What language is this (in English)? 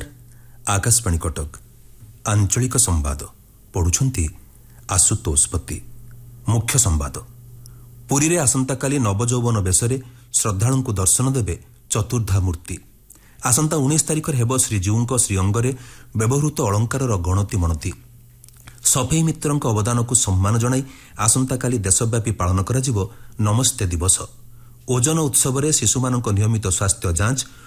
Odia